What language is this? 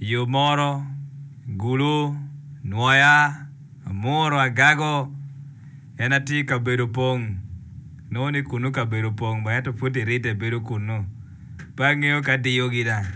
Acoli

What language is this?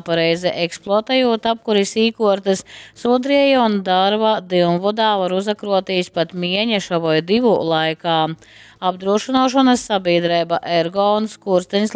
Latgalian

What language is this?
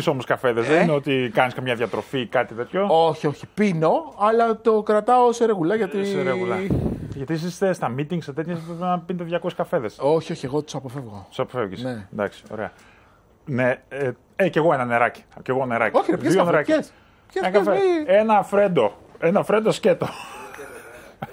Greek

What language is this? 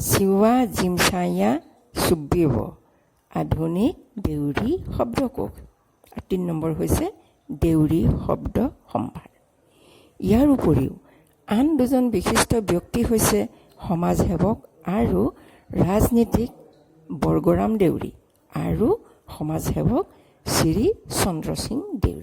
Assamese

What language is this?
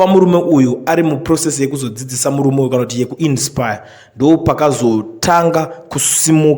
Shona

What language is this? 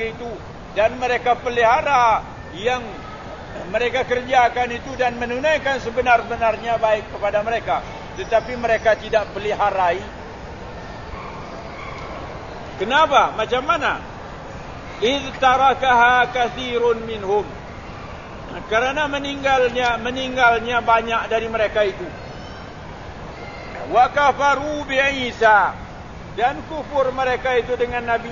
Malay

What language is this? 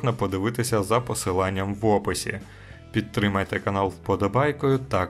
Ukrainian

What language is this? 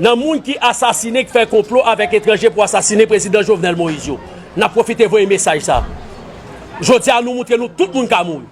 Haitian Creole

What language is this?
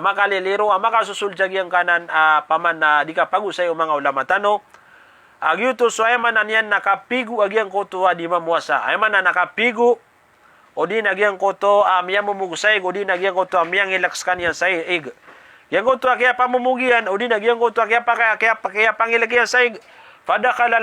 Maranao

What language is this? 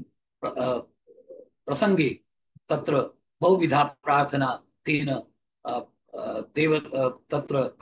Sanskrit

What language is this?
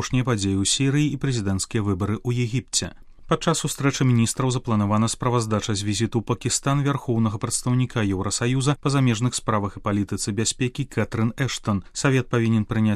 Belarusian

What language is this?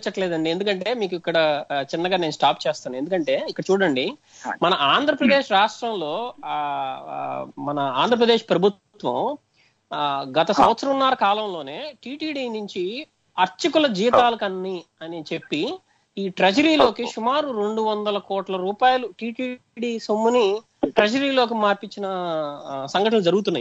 Telugu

